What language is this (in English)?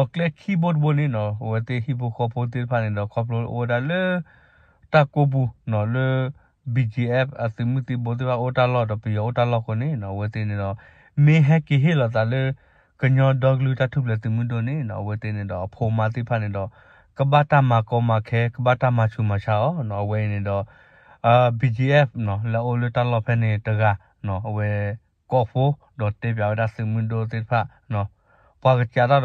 S'gaw Karen